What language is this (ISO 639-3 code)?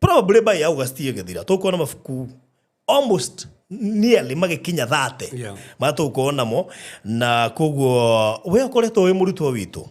kik